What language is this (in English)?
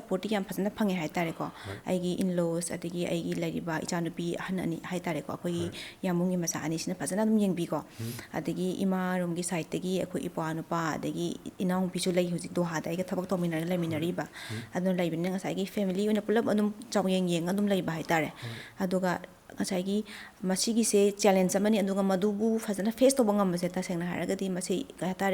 Manipuri